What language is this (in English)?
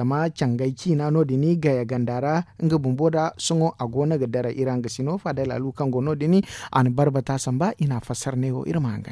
Zarma